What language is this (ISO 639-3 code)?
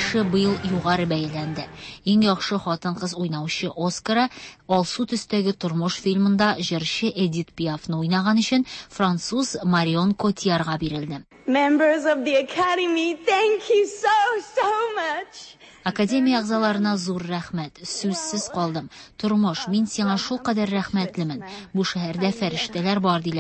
tat